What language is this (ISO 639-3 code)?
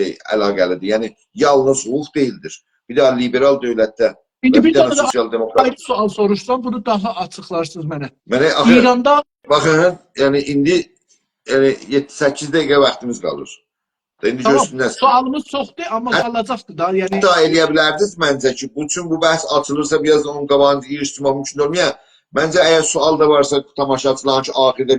azb